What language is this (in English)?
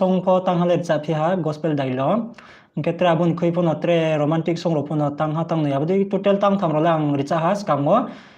Riang (India)